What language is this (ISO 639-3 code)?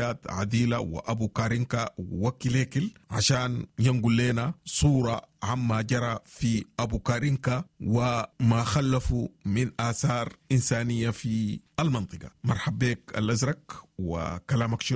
apd